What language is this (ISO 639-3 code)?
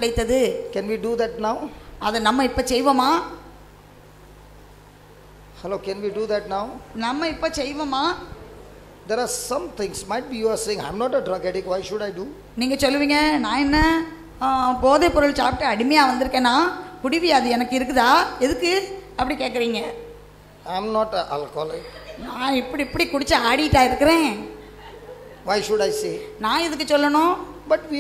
tam